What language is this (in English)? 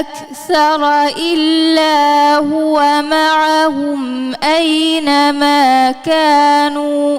Divehi